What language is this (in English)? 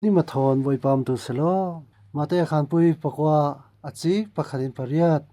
Falam Chin